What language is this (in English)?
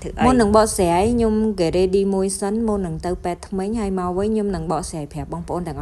Khmer